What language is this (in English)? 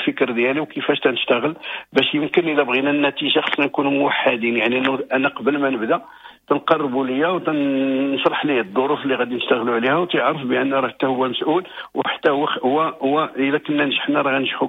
Moroccan Arabic